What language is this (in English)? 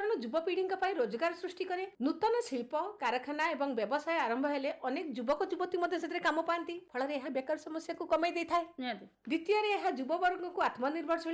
Odia